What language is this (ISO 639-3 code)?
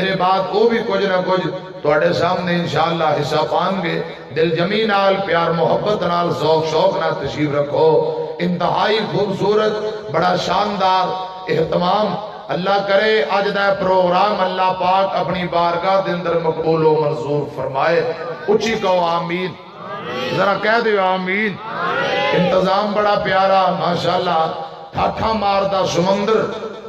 lah